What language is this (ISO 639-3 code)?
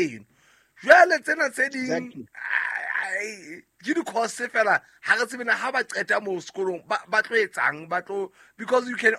sot